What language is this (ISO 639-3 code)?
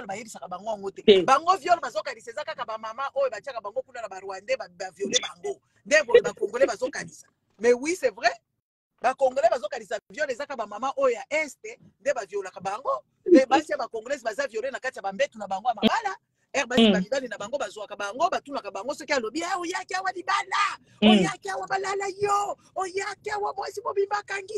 lin